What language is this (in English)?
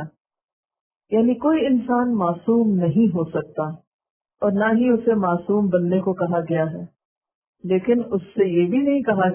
Urdu